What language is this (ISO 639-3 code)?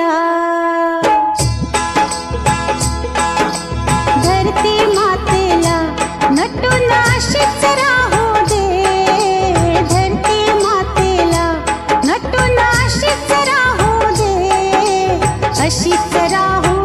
mar